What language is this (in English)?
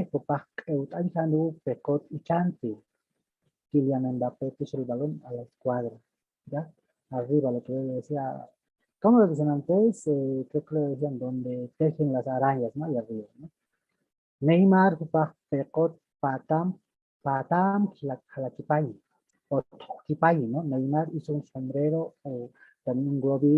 Aymara